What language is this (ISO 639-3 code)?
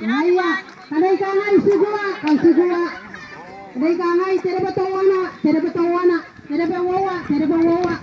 gil